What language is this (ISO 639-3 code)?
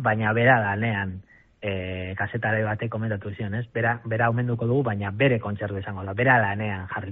eus